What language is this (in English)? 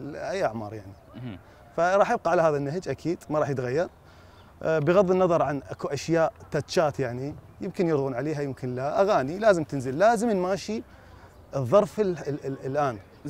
Mesopotamian Arabic